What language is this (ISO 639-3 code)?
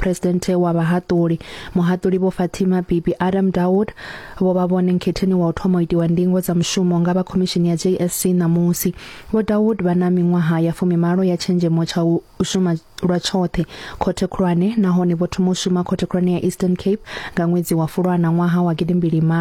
ven